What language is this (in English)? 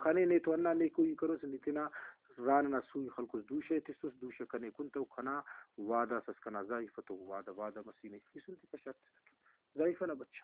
Brahui